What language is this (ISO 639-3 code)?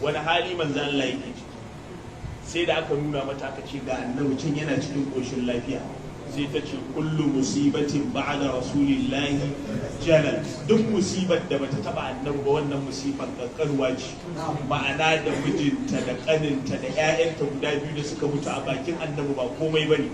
hau